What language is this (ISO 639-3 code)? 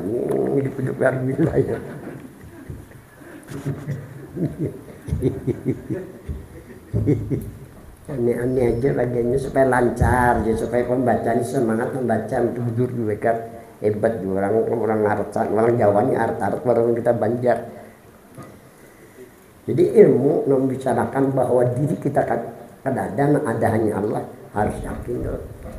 ind